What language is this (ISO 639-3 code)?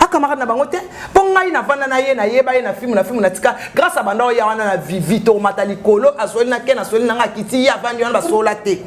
lin